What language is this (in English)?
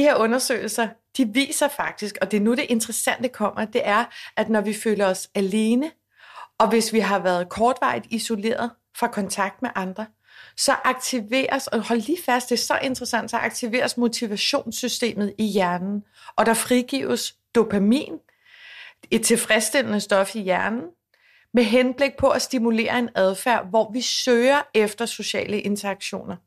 Danish